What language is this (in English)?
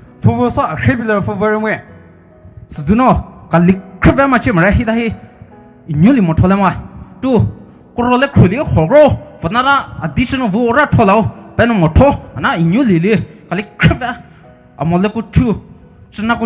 Poumei Naga